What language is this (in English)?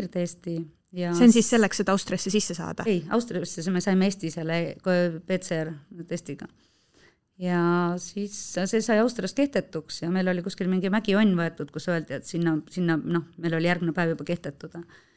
Estonian